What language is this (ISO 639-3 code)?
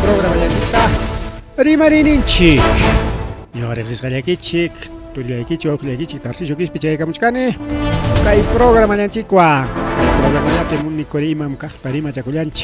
quy